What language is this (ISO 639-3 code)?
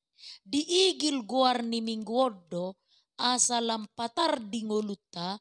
bbc